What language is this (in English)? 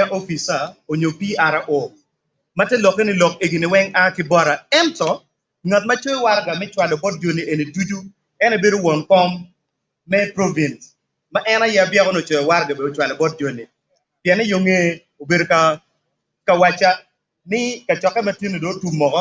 Acoli